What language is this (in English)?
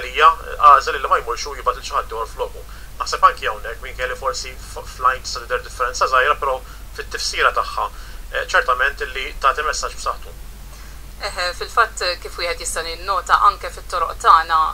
Maltese